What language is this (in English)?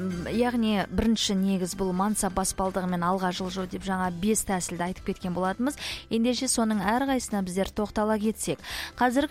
Kazakh